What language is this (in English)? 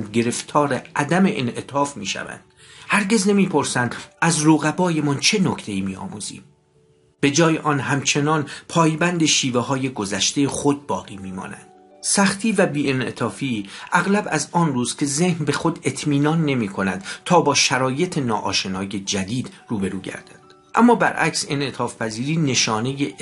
Persian